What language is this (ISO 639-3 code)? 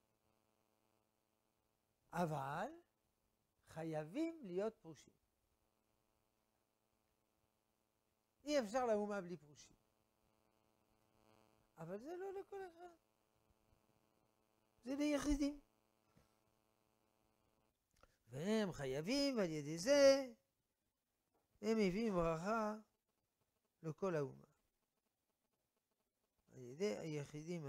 heb